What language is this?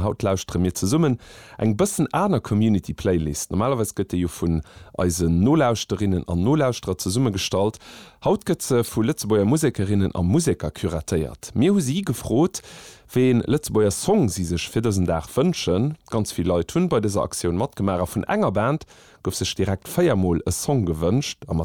Luxembourgish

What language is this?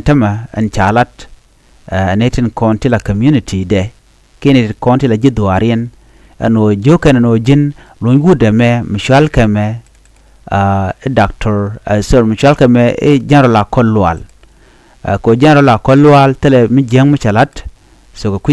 Nuer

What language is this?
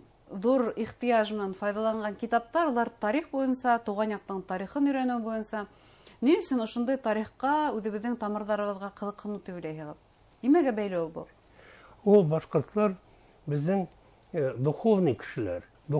Bashkir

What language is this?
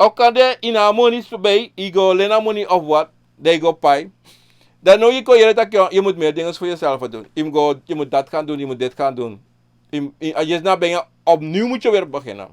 Sranan Tongo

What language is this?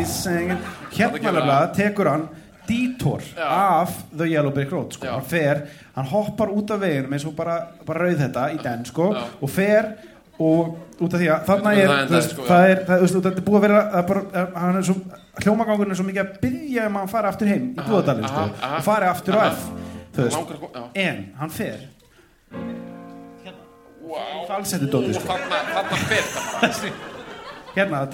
Icelandic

